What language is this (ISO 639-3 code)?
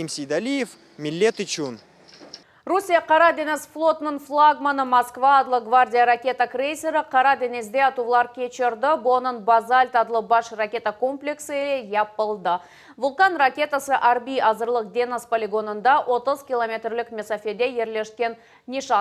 crh